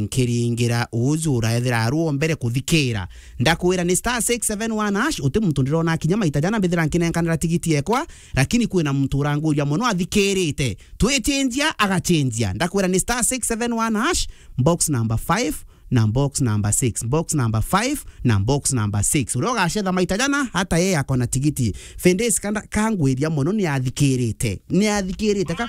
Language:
Meru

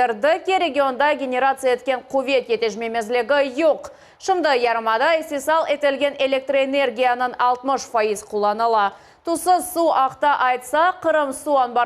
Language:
Crimean Tatar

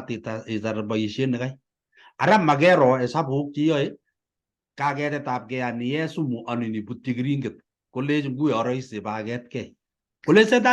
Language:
Kalenjin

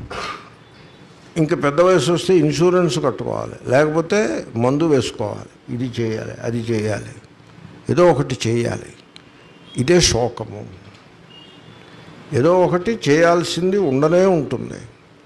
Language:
Telugu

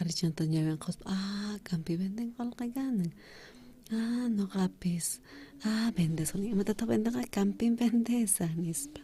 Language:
South Bolivian Quechua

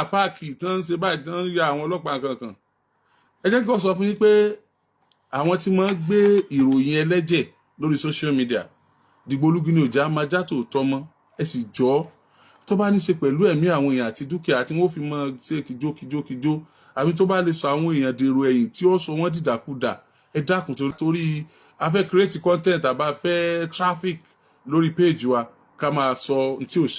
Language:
Yoruba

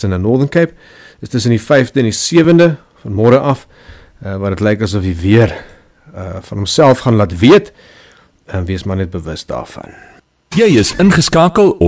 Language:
Afrikaans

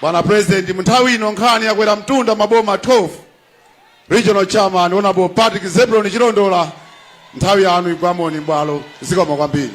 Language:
Nyanja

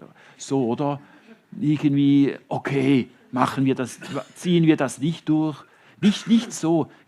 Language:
Swiss German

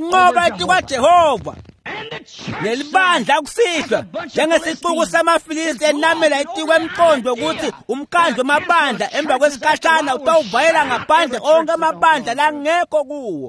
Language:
Swati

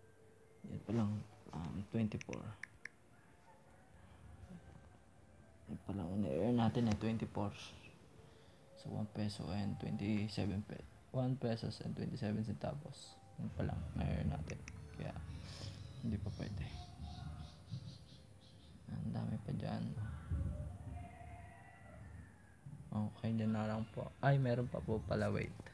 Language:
Filipino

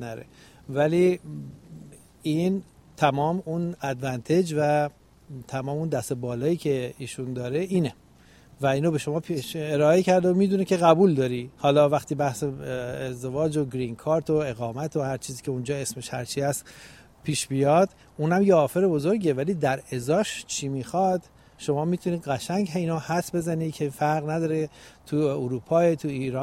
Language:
Persian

